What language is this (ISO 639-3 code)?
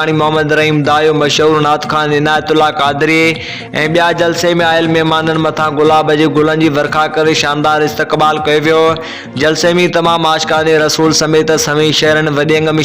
snd